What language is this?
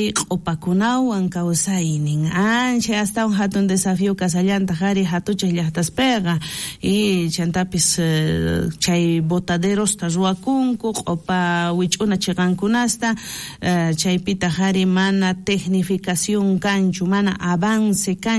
South Bolivian Quechua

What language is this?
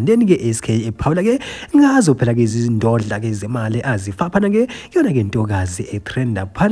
Zulu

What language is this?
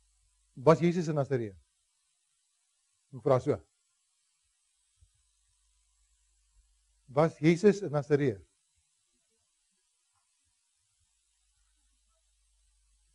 Afrikaans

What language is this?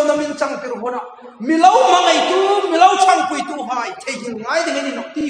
Hmar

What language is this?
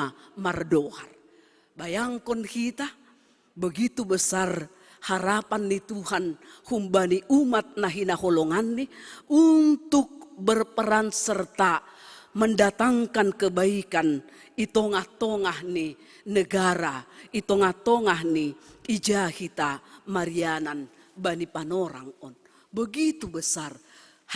Batak Simalungun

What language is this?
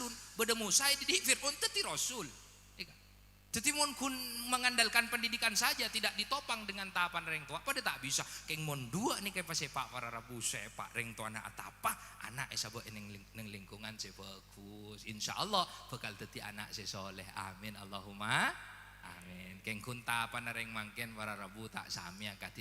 Madurese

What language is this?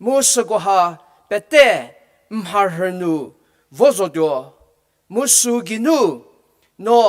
Angami Naga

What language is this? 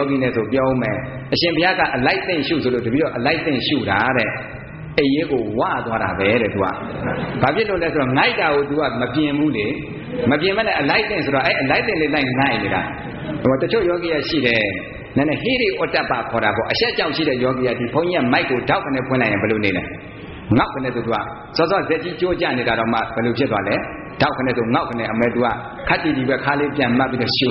Burmese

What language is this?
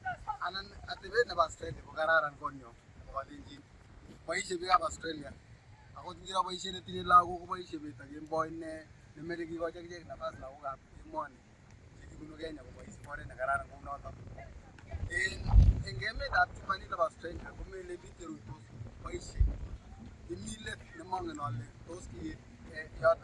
Kalenjin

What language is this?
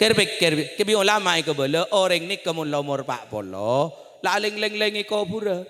Madurese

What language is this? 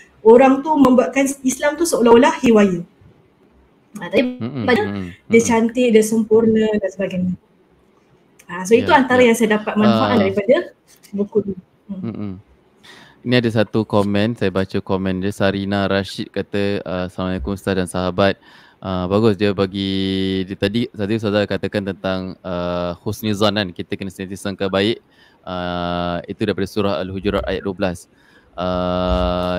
Malay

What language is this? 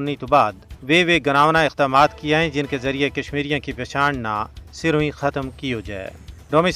Gujari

